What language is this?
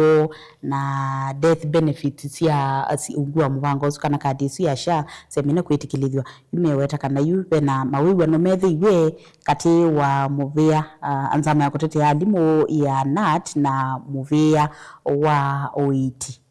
Kamba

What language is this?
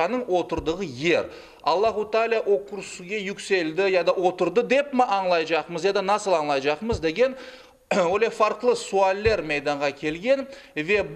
Crimean Tatar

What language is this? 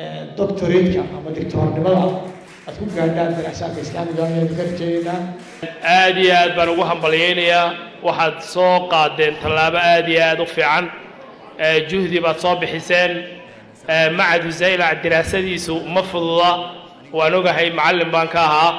Somali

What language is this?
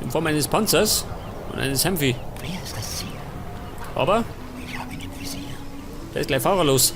Bavarian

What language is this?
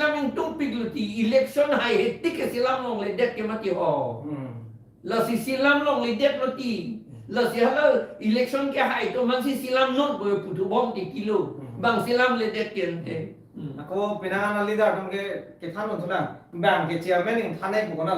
Karbi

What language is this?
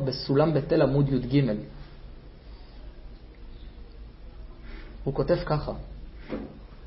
Hebrew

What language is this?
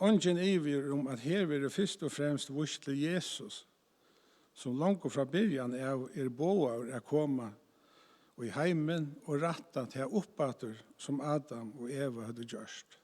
Faroese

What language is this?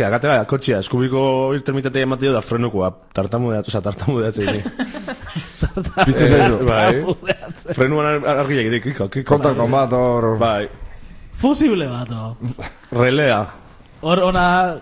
Basque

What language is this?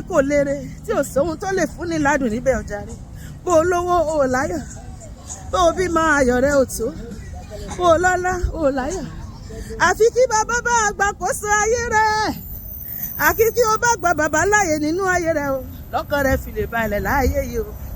Yoruba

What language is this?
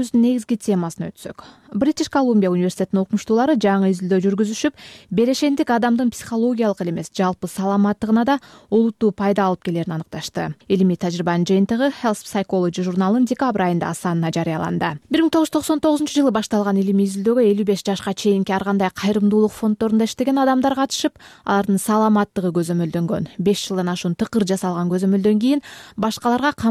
Kyrgyz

